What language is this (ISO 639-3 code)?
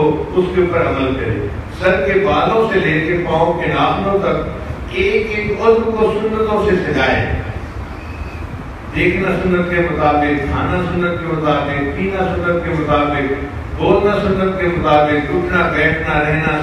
urd